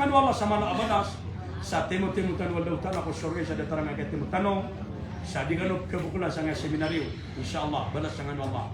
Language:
Maranao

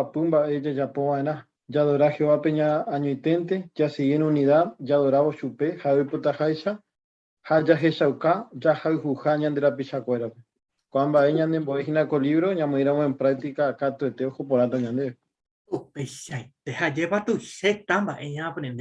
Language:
Guarani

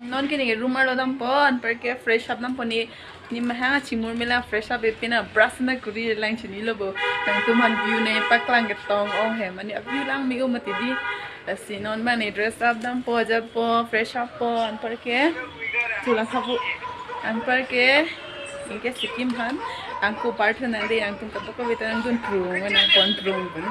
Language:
Karbi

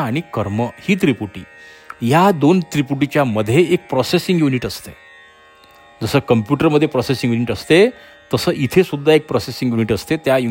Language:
Marathi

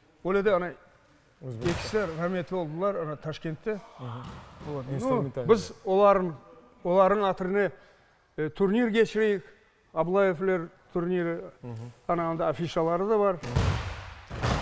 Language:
Crimean Tatar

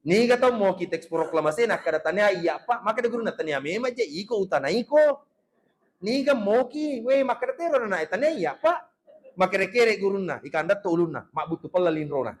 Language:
Buginese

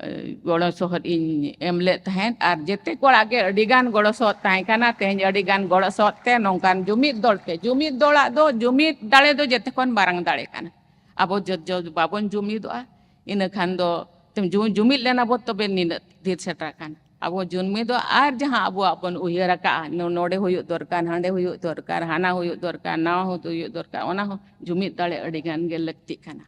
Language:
Santali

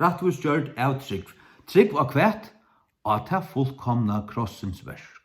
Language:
Faroese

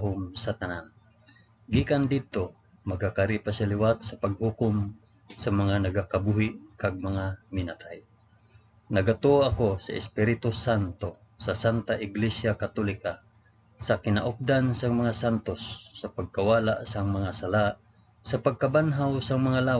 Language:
Hiligaynon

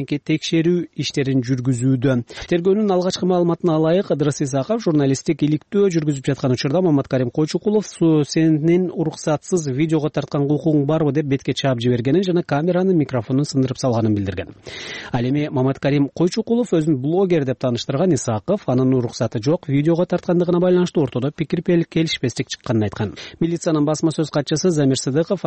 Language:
Kyrgyz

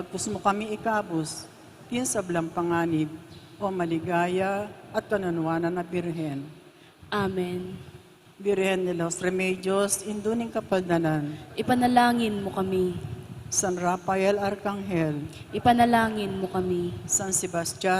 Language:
Pampanga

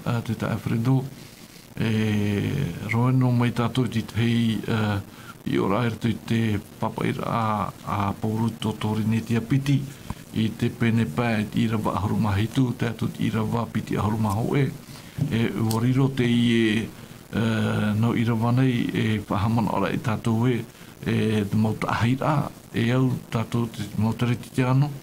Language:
Tahitian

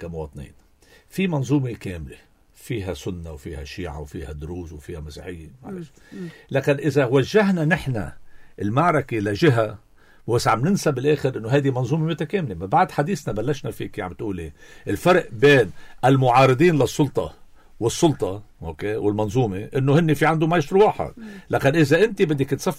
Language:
North Levantine Arabic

